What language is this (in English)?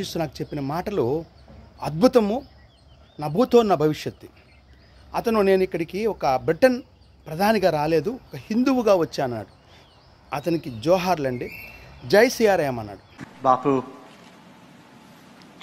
Telugu